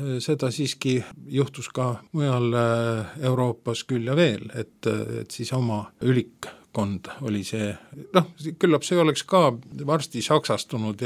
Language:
Estonian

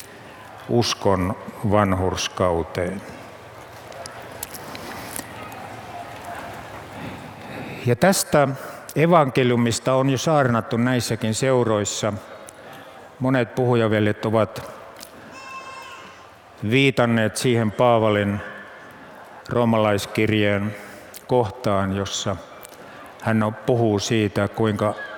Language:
Finnish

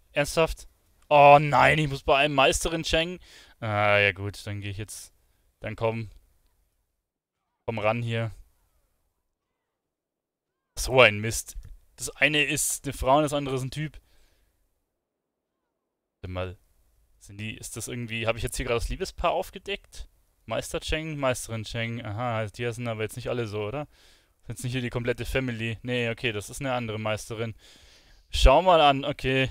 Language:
German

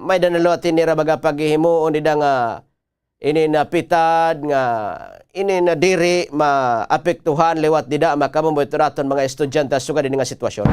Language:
Waray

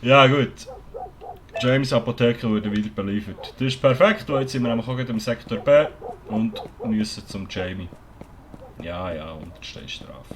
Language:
Swiss German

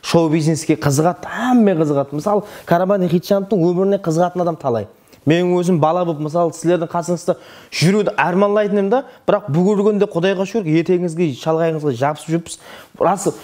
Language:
Kara-Kalpak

